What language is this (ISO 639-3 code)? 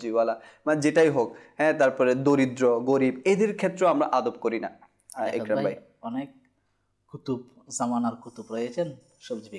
ben